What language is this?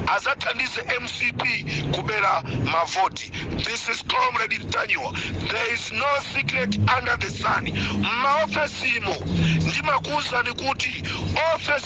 Nyanja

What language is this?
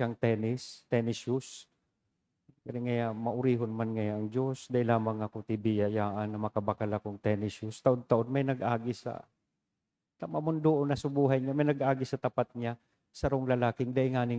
Bikol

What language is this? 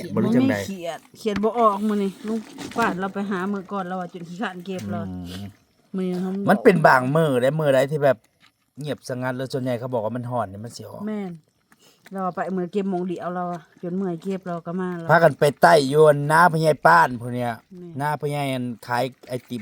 Northeastern Thai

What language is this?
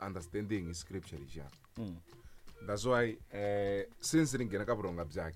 Tsonga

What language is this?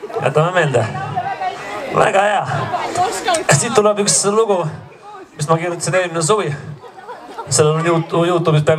Estonian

